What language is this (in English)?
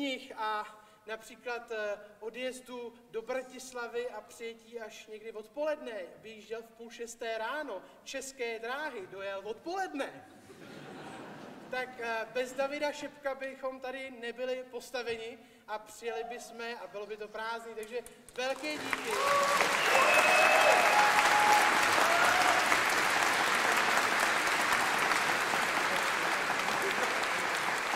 Czech